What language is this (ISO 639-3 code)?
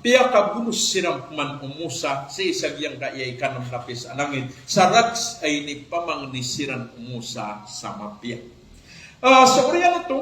mrw